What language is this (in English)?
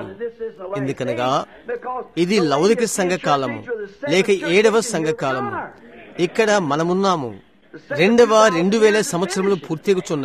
Telugu